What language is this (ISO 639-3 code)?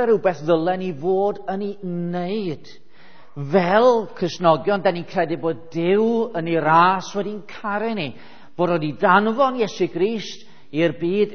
cym